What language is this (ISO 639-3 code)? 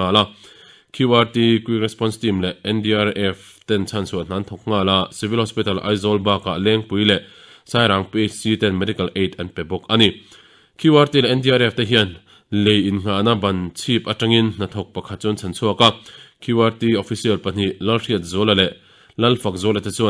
lus